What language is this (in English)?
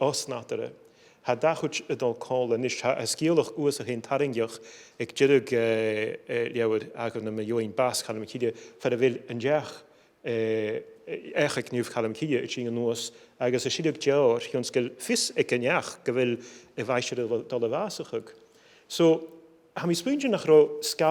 Scottish Gaelic